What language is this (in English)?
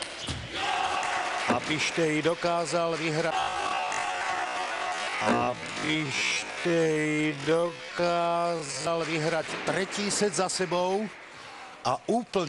Slovak